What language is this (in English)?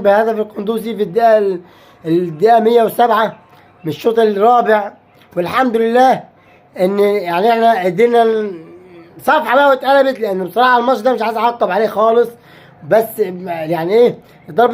Egyptian Arabic